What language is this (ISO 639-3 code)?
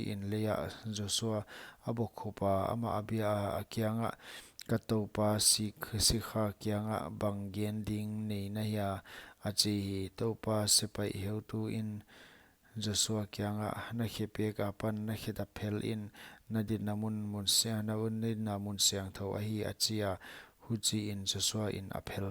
pck